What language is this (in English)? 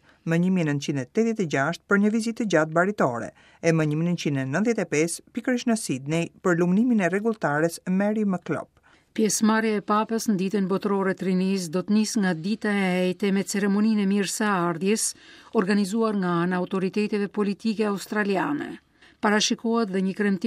Albanian